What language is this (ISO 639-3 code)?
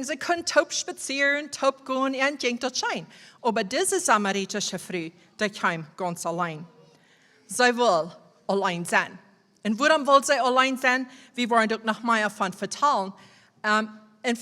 pdt